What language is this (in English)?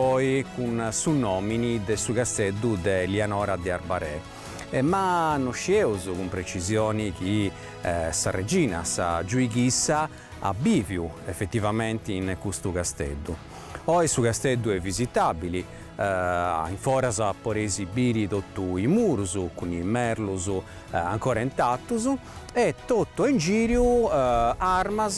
Sardinian